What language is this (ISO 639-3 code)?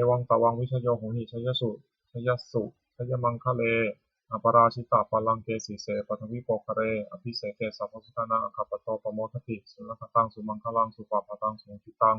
pli